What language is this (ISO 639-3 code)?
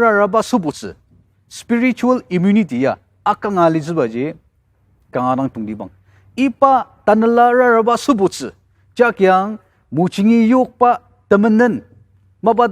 njo